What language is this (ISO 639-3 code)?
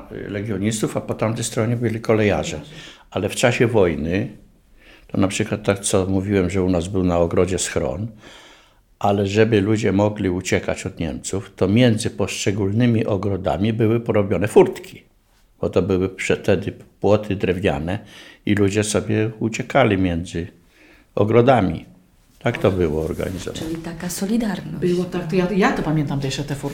pol